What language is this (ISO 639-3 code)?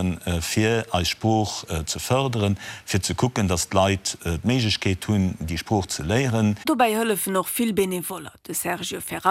ltz